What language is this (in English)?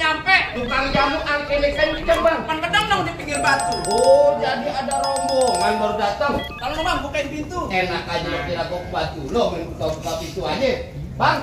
Betawi